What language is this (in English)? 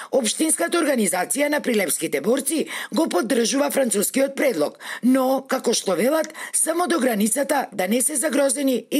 Macedonian